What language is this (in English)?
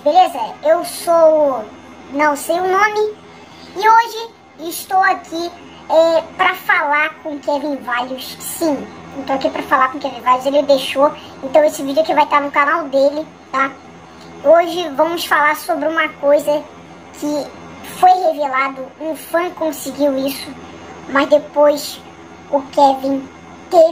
Portuguese